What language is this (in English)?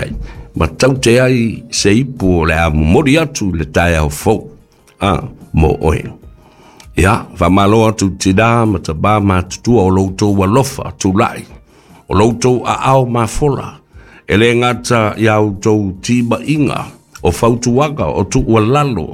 Samoan